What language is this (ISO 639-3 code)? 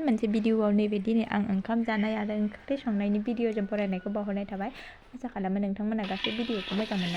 brx